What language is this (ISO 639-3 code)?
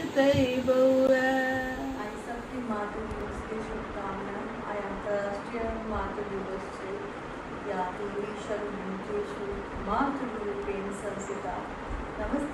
mai